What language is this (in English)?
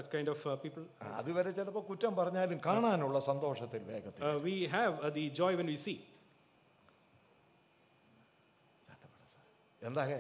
Malayalam